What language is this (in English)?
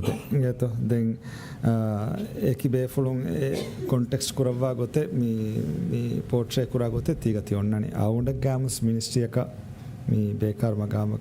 Divehi